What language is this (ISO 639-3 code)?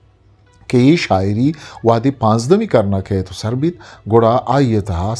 bgp